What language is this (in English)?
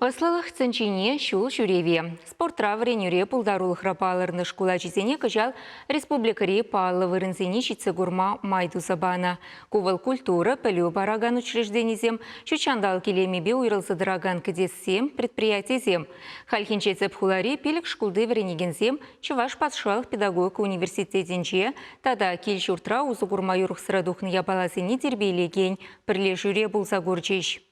Chuvash